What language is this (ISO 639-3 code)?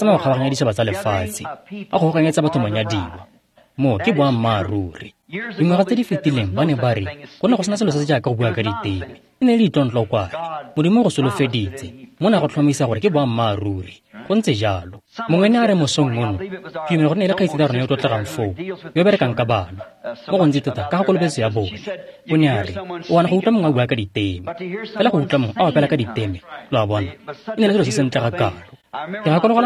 tsn